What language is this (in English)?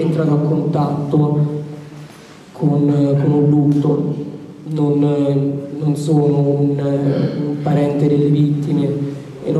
Italian